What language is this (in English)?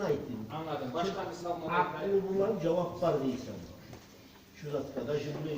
Kumyk